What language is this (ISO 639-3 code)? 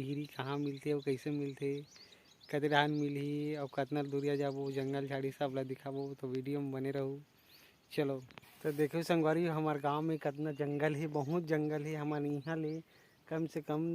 hne